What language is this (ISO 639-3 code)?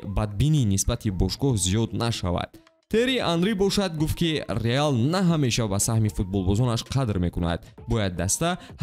tgk